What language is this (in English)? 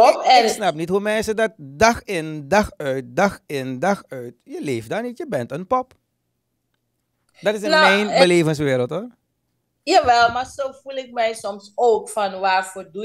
Dutch